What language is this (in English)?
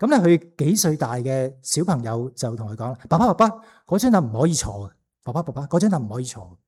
Cantonese